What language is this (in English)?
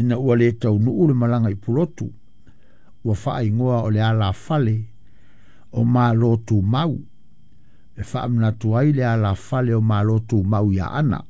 Samoan